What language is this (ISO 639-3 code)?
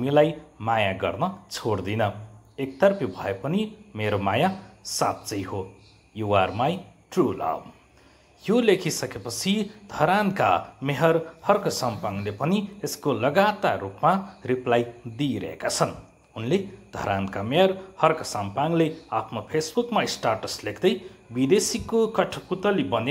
nep